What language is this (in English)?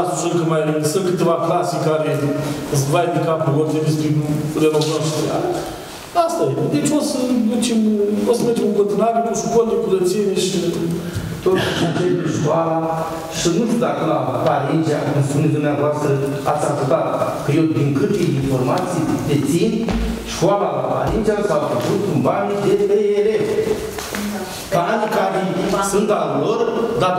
Romanian